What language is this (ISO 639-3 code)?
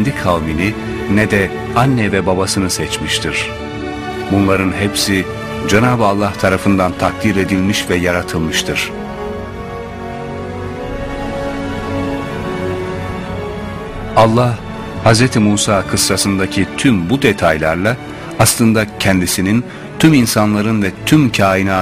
tur